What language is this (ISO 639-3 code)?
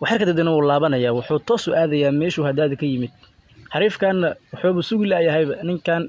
som